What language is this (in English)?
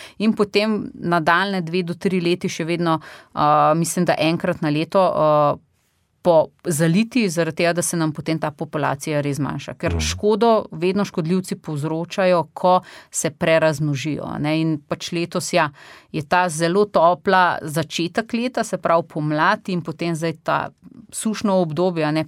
Slovenian